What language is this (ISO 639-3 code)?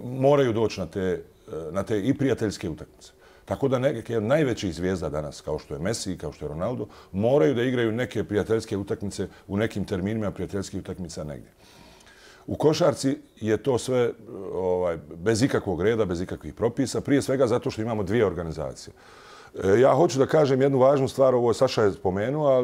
bos